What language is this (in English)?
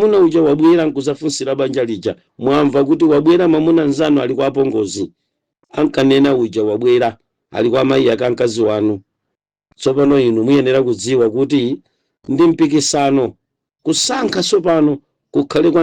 Nyanja